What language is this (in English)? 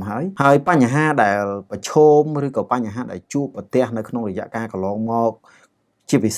Khmer